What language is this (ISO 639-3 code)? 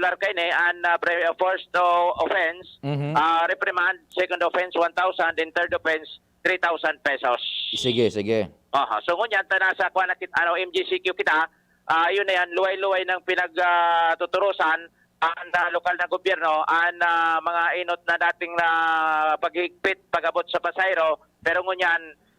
bik